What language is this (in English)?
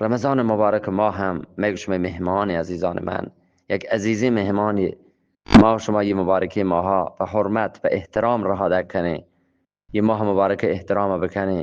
Eastern Balochi